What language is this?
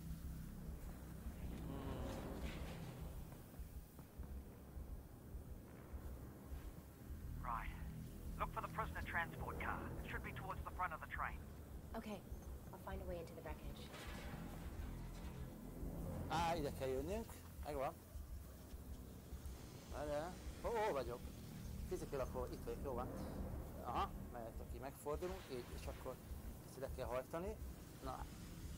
Hungarian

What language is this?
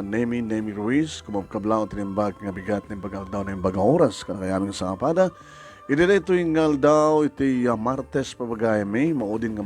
Iloko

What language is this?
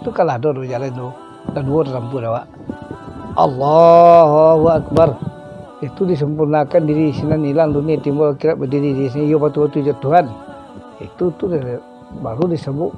Minangkabau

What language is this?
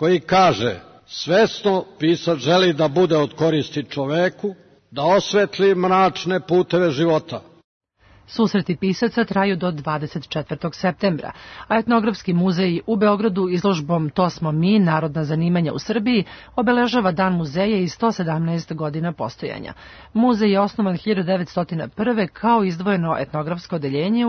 Serbian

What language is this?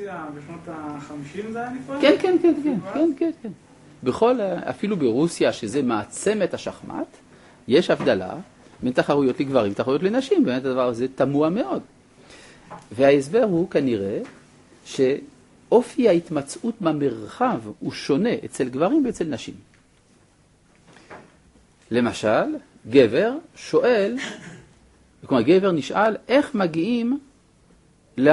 Hebrew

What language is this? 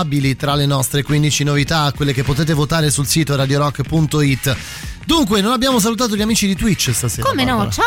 Italian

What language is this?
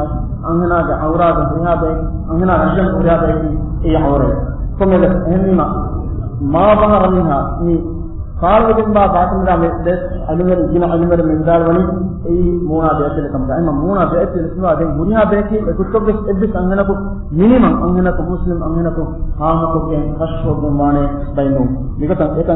Divehi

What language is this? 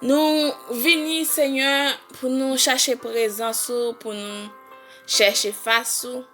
Haitian Creole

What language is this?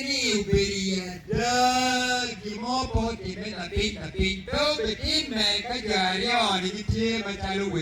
Acoli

